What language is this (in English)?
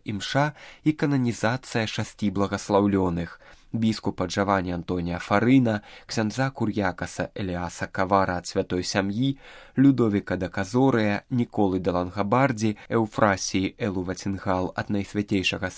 Belarusian